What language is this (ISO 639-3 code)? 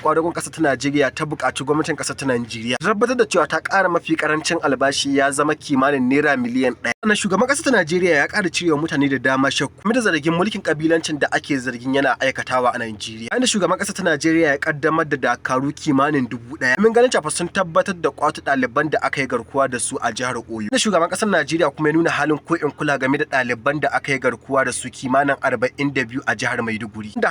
hau